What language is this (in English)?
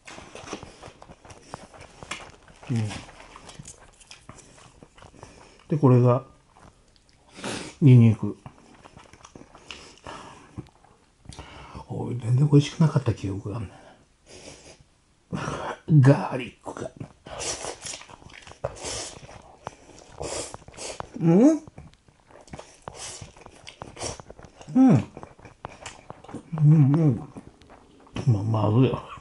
Japanese